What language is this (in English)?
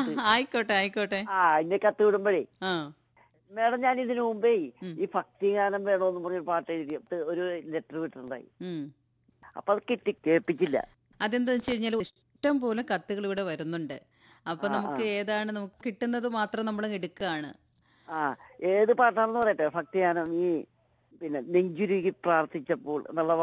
Malayalam